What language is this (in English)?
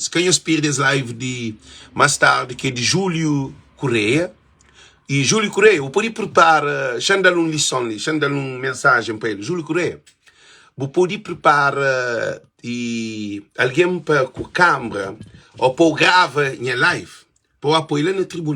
Kabuverdianu